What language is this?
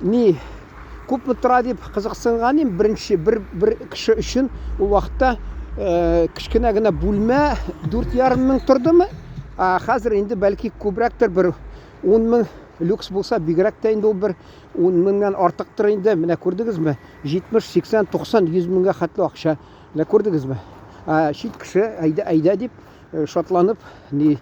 Tatar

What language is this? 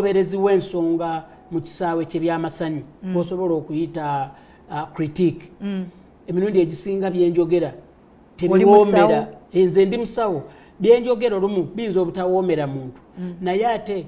Ganda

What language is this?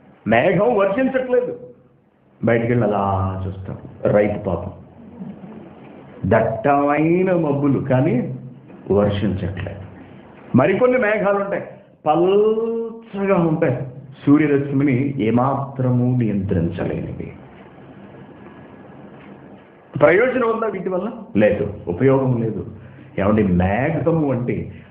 Telugu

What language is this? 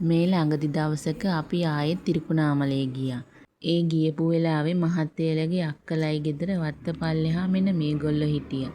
Sinhala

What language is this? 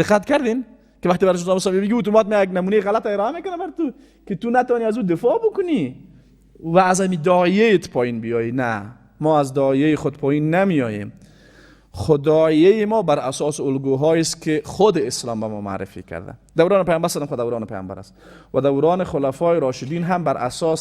Persian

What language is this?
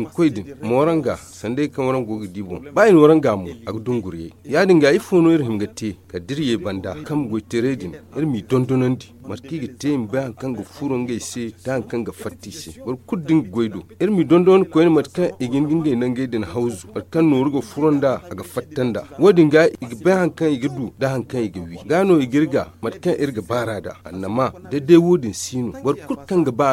Zarma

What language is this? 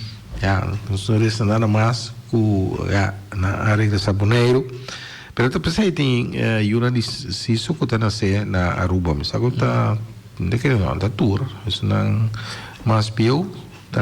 Papiamento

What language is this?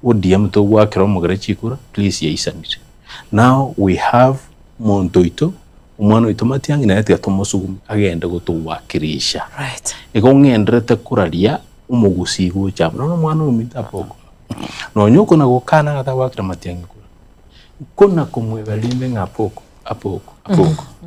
Gusii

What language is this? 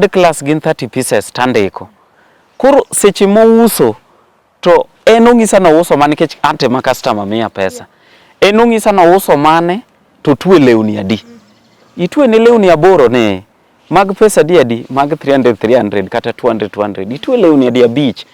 Luo (Kenya and Tanzania)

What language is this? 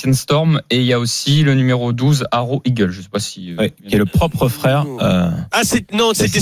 French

